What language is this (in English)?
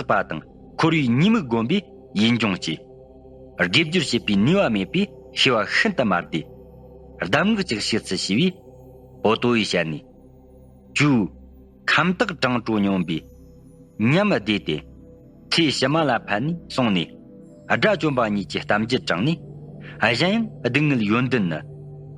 Tibetan